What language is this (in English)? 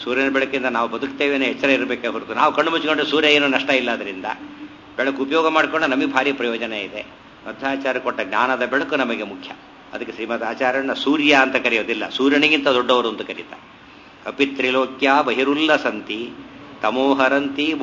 Kannada